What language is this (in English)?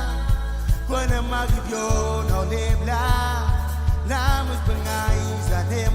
Marshallese